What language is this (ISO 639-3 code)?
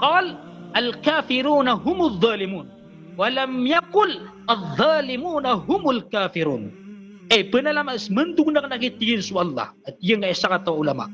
mrw